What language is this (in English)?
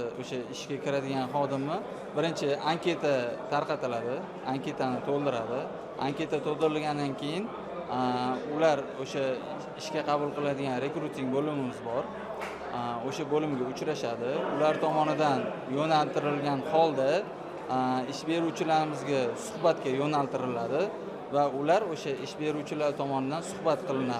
Uzbek